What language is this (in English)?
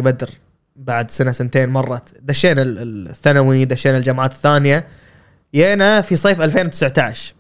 Gulf Arabic